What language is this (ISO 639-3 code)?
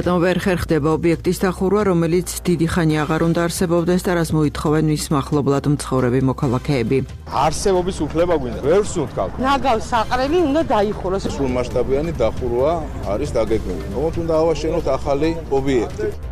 kat